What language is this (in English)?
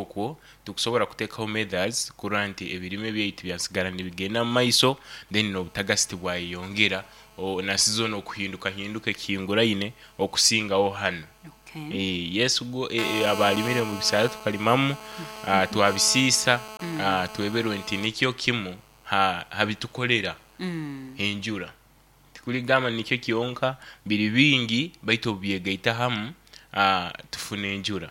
Nyoro